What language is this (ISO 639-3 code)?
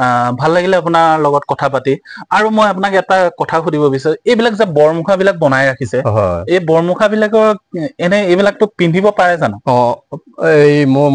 asm